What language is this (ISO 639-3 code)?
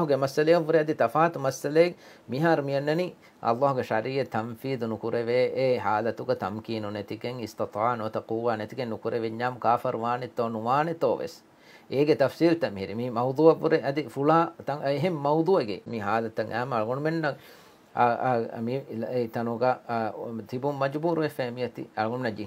div